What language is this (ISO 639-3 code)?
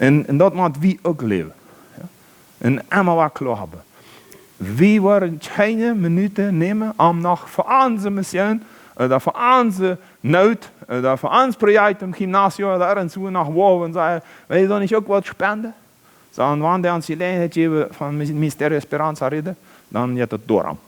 pdt